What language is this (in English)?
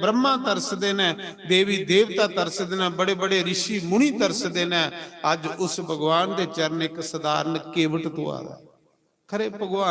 Dogri